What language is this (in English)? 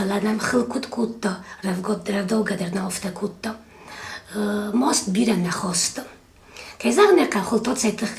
Ossetic